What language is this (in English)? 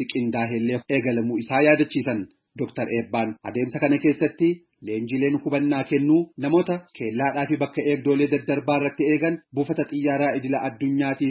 Oromo